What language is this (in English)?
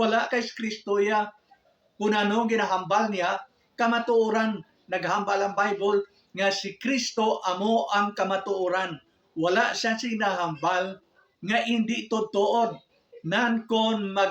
Hiligaynon